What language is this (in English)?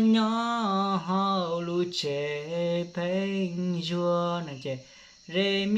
Hmong